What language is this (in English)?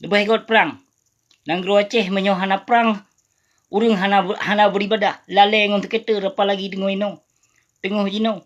Achinese